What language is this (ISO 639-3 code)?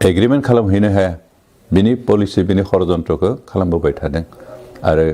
brx